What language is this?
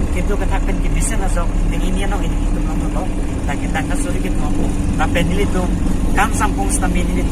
Karbi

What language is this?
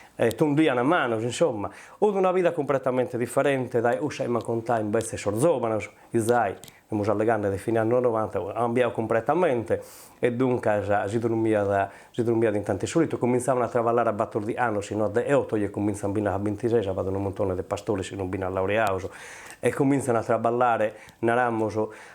Sardinian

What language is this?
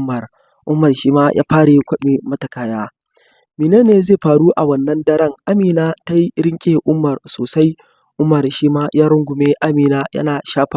Hausa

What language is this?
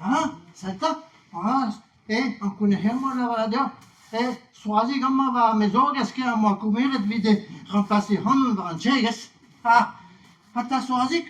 Breton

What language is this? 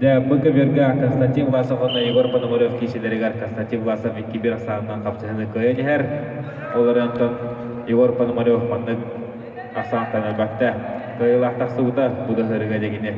Yakut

